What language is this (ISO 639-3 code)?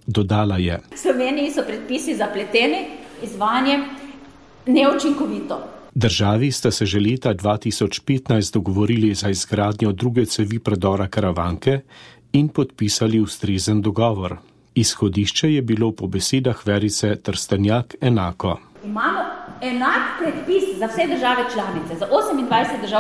slv